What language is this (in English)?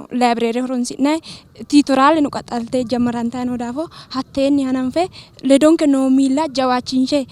Sidamo